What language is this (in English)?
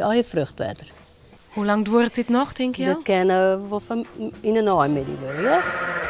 Western Frisian